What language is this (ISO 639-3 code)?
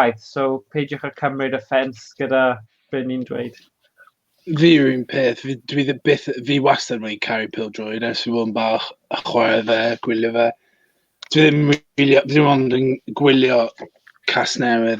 cym